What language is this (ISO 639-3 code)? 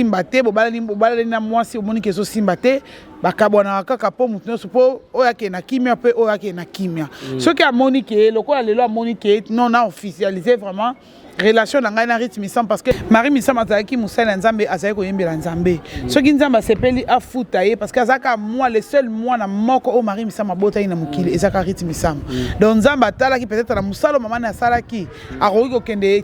lin